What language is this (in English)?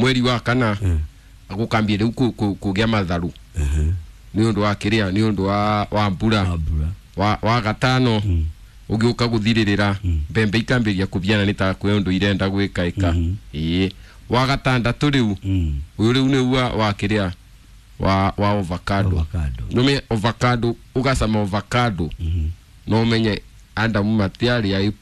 Kikuyu